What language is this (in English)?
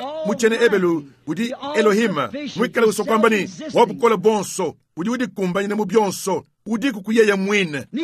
Luba-Lulua